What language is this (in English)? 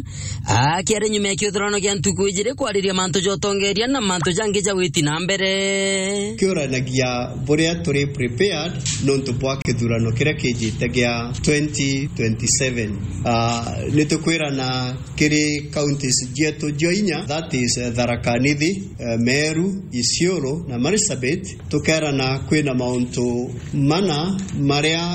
Meru